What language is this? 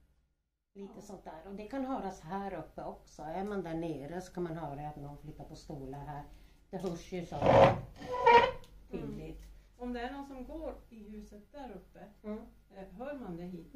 Swedish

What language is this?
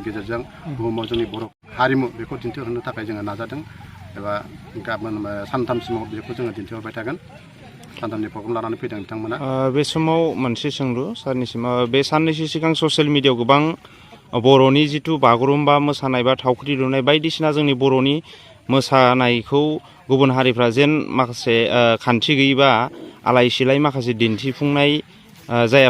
Bodo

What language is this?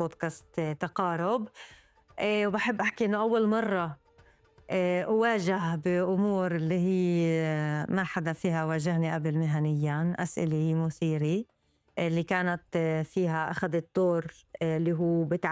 North Levantine Arabic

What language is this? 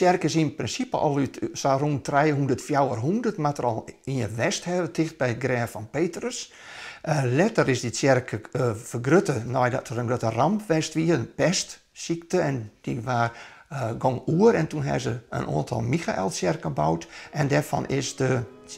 Western Frisian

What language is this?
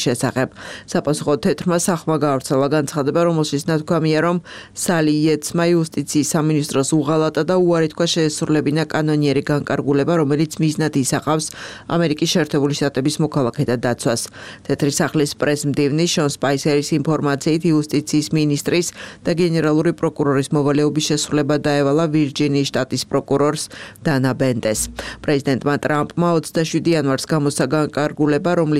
Georgian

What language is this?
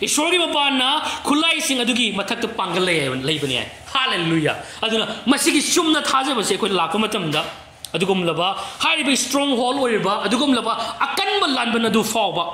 Manipuri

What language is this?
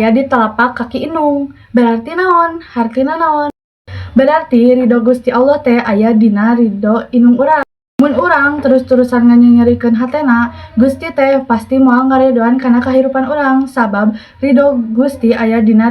Sundanese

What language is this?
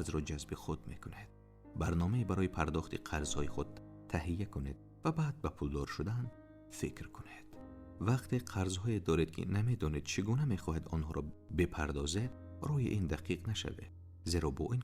Tajik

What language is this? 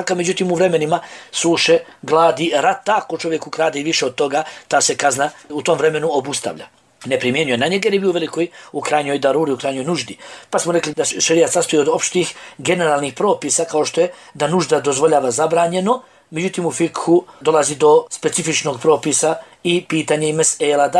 Bosnian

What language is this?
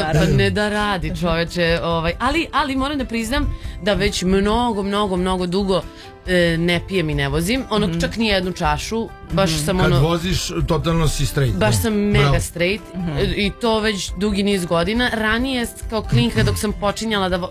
Serbian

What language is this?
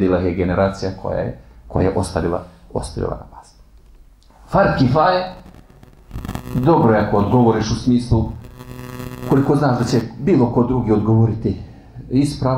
Bosnian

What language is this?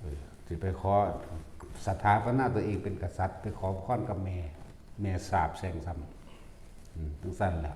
Northeastern Thai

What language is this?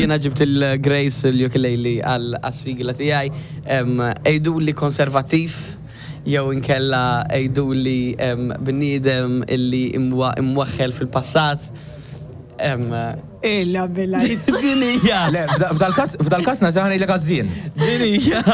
Maltese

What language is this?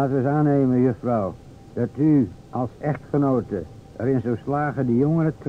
Dutch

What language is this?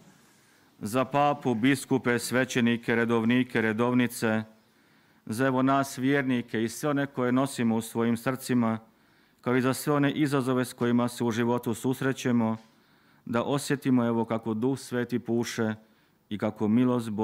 Croatian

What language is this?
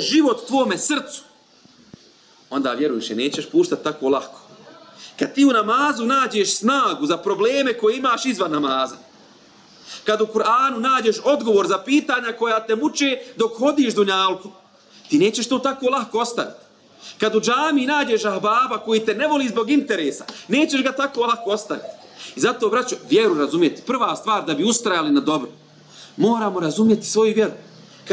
Bosnian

